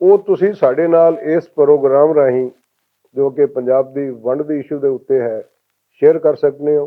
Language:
Western Panjabi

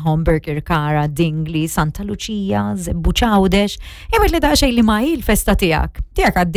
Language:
Maltese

